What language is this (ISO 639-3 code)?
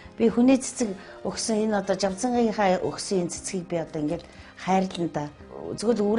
mon